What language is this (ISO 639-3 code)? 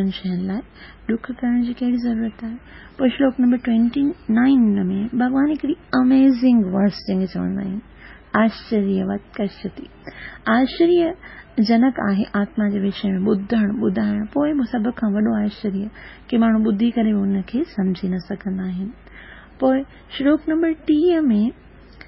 snd